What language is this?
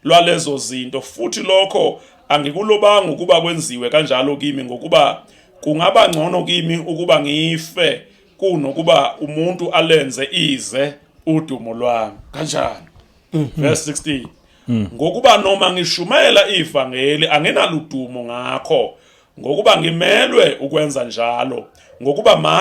Zulu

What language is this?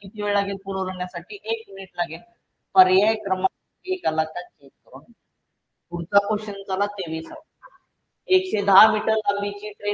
Marathi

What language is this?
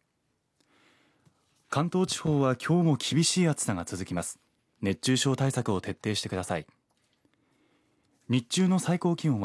Japanese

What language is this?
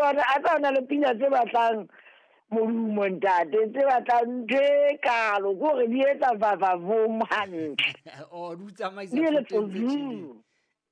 Southern Sotho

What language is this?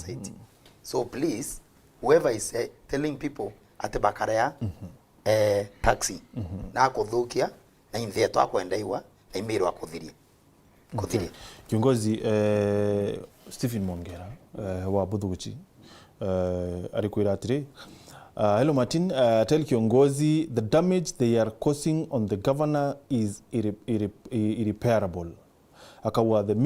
Meru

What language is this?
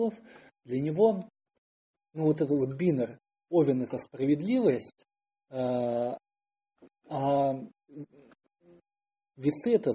Russian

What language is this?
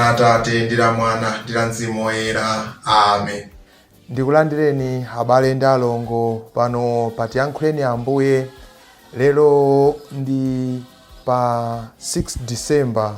Nyanja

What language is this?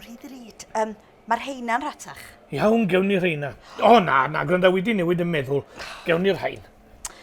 Welsh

